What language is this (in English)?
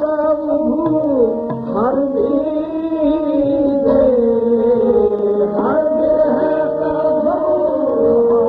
Punjabi